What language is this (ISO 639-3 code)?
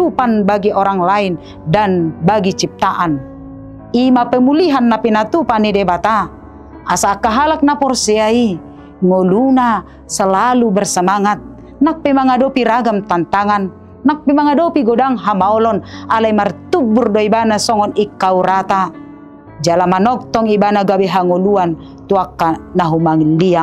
bbc